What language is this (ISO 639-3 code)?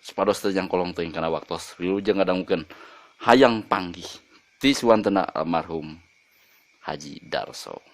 sun